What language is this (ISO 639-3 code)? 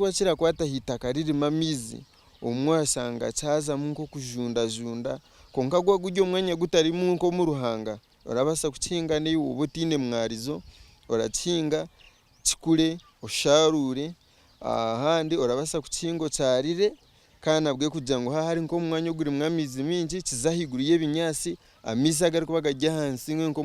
nyn